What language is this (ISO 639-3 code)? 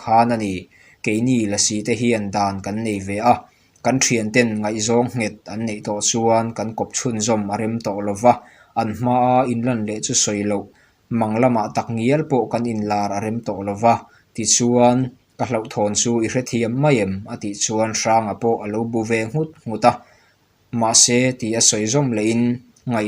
lus